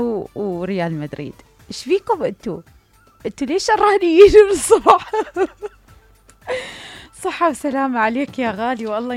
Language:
Mesopotamian Arabic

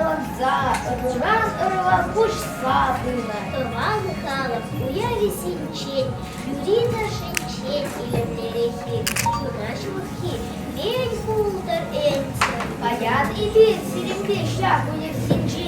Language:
Chuvash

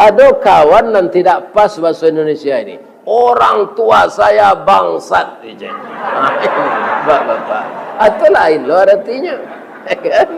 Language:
Minangkabau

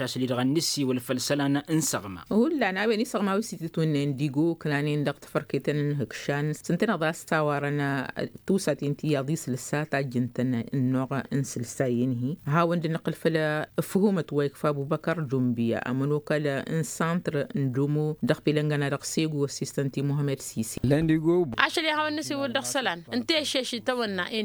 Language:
Tamasheq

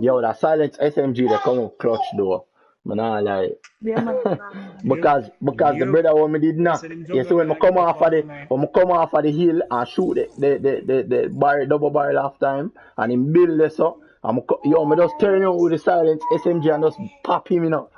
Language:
Jamaican Creole English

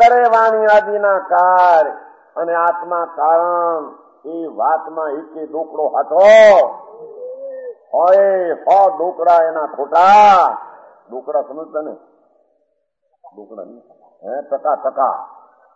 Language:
Gujarati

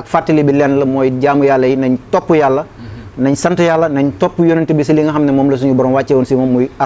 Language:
Wolof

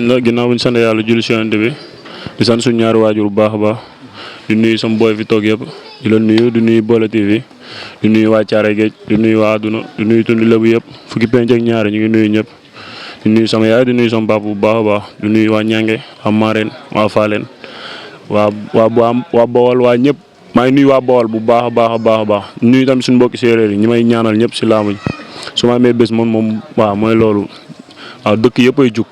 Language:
Wolof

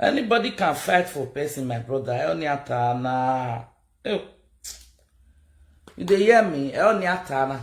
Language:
Nigerian Pidgin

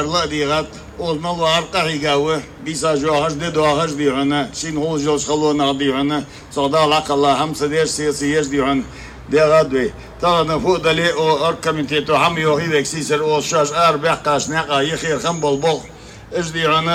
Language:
Ingush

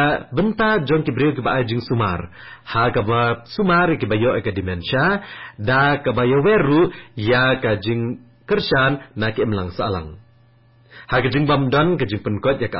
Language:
Khasi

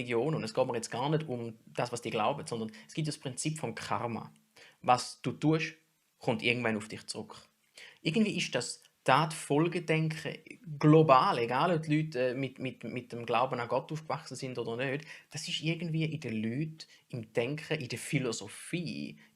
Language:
Swiss German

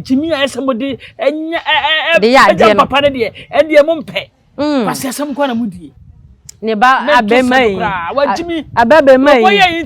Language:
Akan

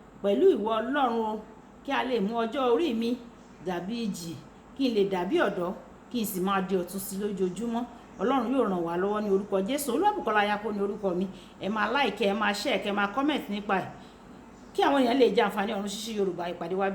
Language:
Yoruba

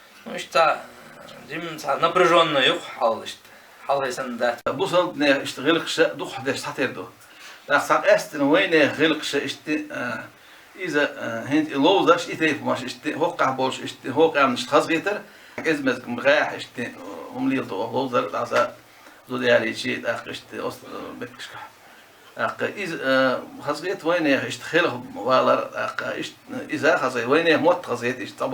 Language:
Chechen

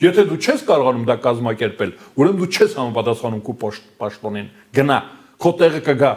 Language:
Armenian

